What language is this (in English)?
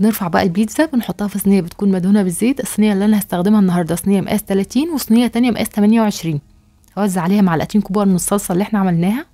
Egyptian Arabic